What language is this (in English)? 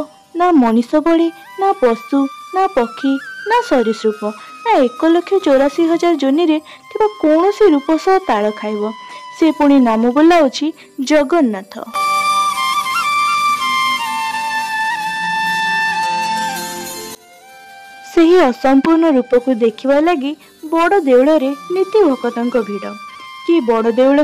Odia